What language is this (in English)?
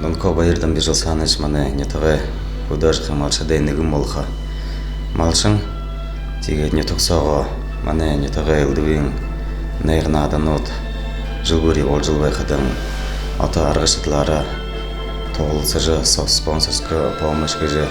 Buriat